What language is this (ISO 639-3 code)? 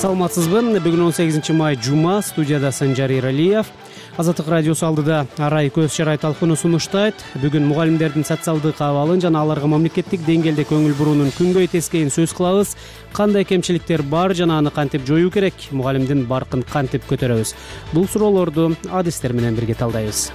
kir